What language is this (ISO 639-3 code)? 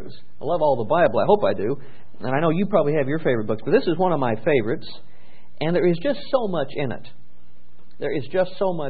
eng